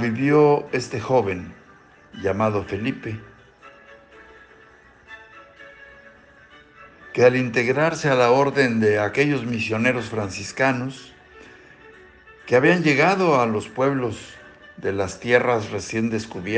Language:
Spanish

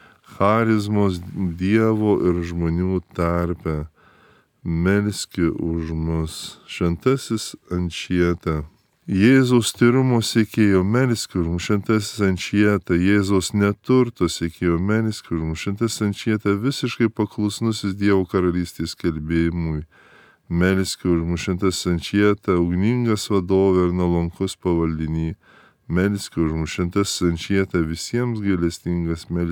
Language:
Lithuanian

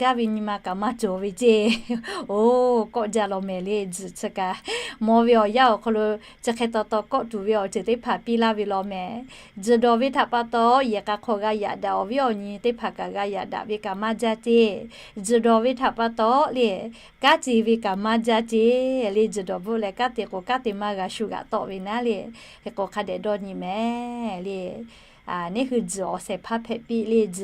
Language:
Lahu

